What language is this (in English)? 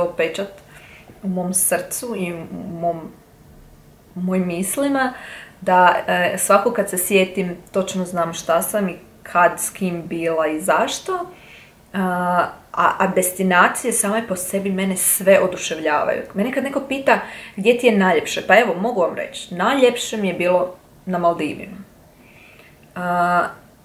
Croatian